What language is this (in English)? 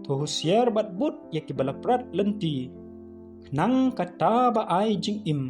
Khasi